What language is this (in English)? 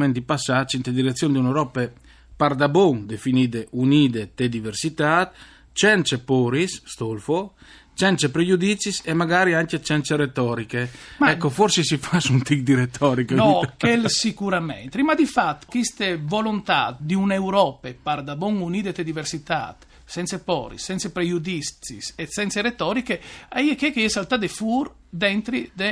Friulian